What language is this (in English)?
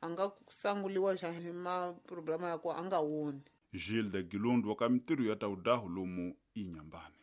Tsonga